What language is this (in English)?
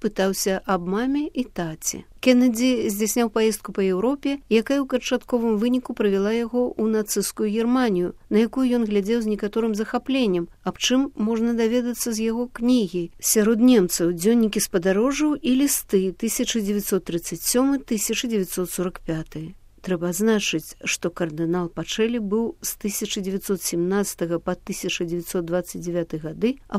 Belarusian